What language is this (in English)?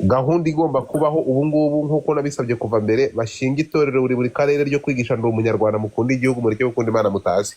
Kinyarwanda